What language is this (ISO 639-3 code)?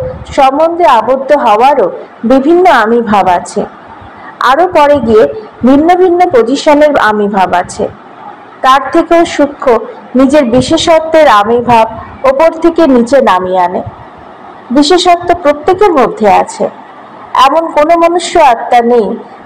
ben